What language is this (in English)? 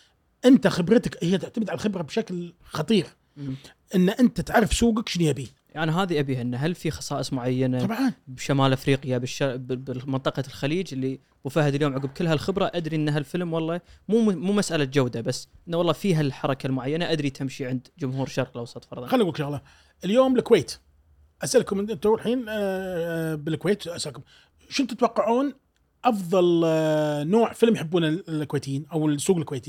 Gulf Arabic